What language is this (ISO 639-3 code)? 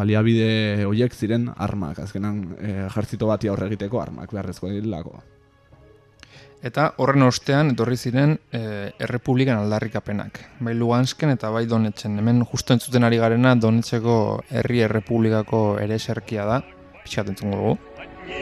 eus